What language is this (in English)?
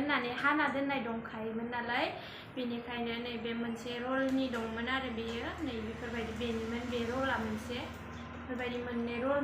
Bodo